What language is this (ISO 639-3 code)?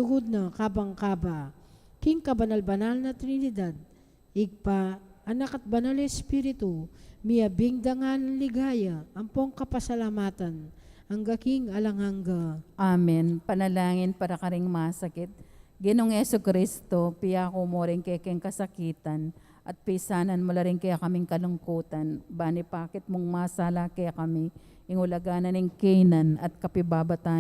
pam